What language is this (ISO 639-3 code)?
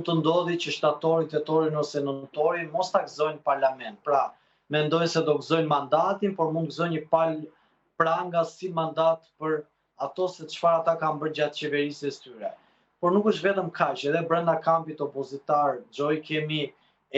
sqi